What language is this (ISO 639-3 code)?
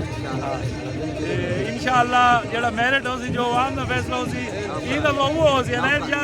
skr